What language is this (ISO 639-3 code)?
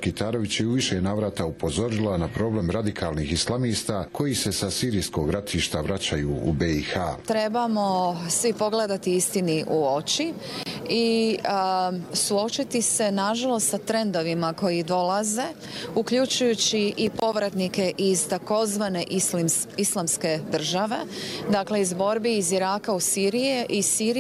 bos